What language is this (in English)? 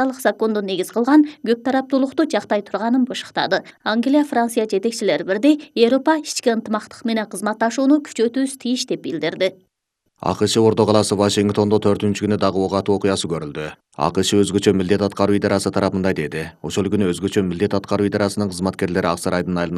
Kyrgyz